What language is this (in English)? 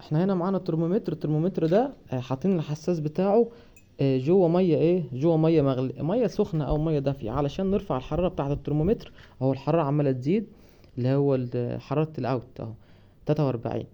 Egyptian Arabic